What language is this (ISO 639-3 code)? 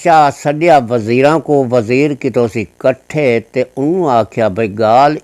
skr